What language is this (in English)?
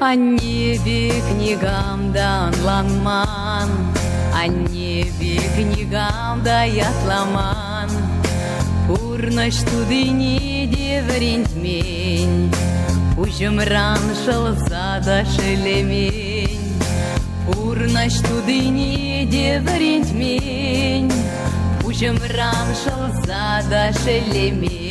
Chuvash